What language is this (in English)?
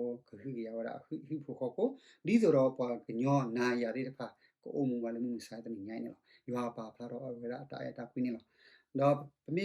S'gaw Karen